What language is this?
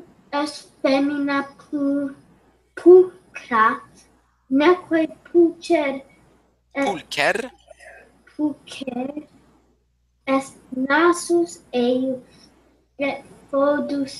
Latin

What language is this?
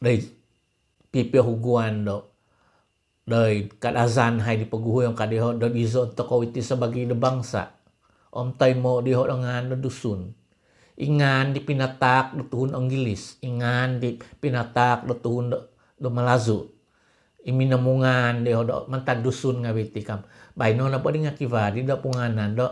Central Dusun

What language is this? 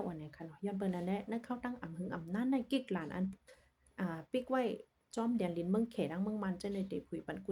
Shan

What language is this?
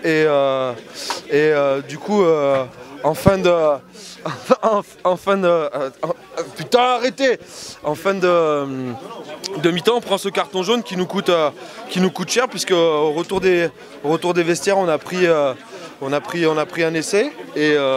French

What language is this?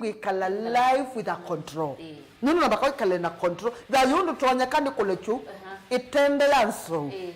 Kamba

